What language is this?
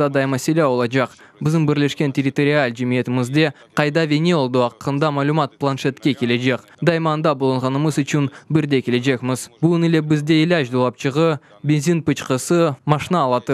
Crimean Tatar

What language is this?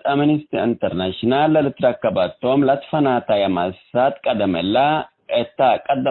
Tigre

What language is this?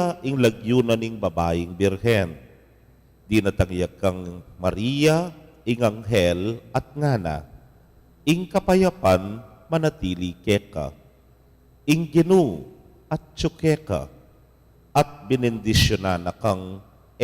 Pampanga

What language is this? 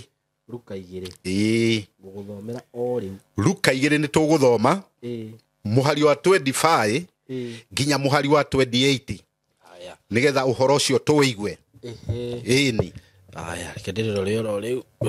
Kikuyu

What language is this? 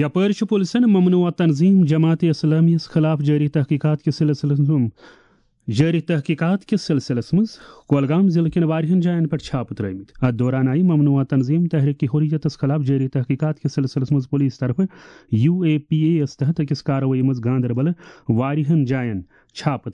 Kashmiri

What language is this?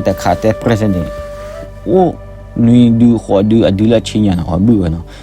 S'gaw Karen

